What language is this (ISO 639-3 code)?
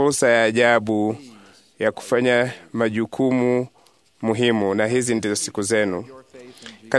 swa